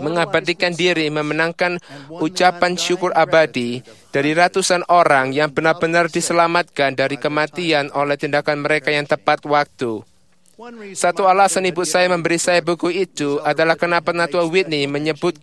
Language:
Indonesian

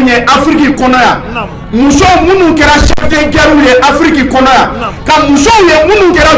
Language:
Bambara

